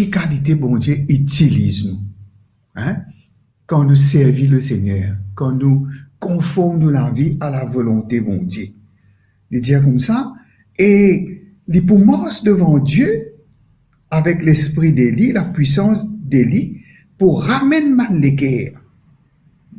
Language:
Morisyen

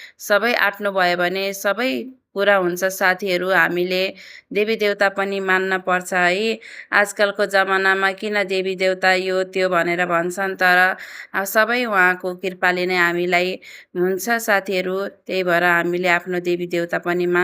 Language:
Nepali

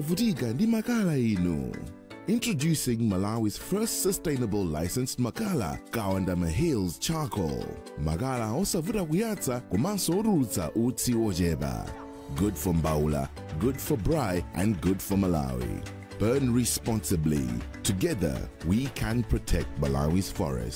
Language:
Nyanja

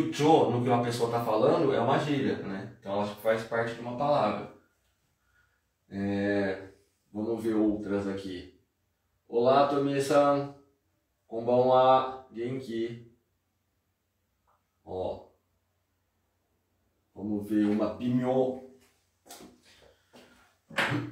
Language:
Portuguese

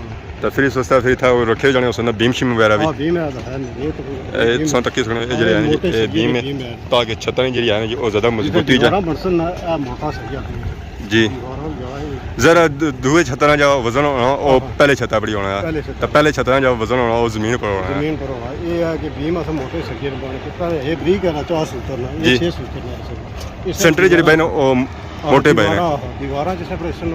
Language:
Pahari-Potwari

